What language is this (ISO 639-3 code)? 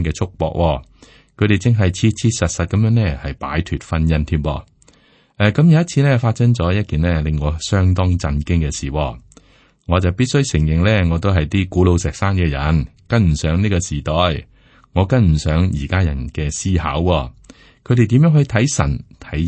yue